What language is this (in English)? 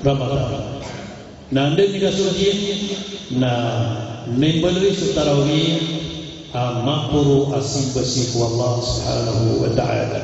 Maranao